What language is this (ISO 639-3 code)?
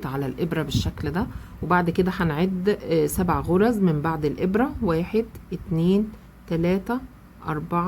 arz